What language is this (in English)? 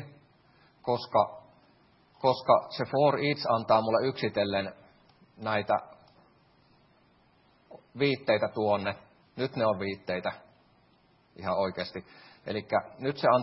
Finnish